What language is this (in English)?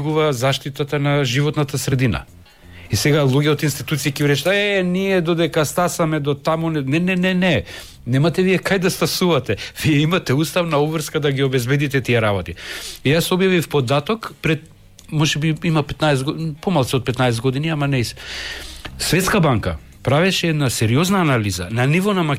Macedonian